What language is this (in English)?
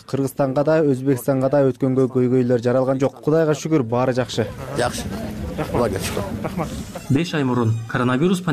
Kyrgyz